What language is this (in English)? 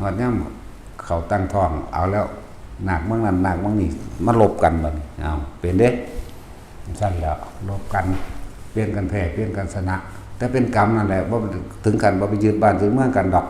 Northeastern Thai